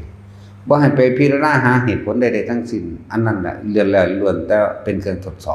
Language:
Northeastern Thai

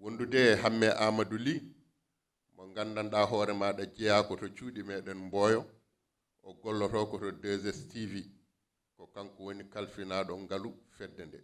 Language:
Fula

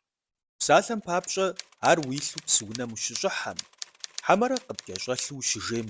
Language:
Kabardian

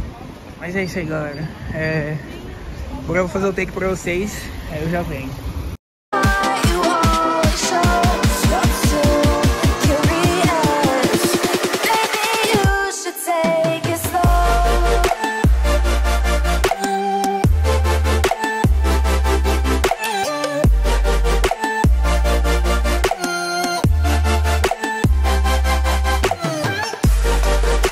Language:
Portuguese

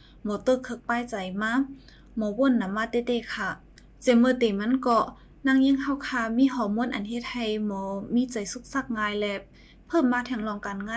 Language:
Shan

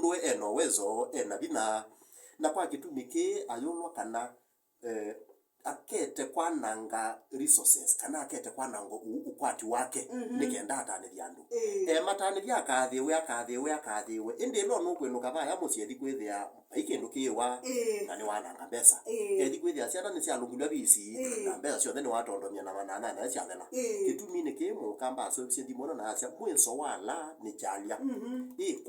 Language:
Kamba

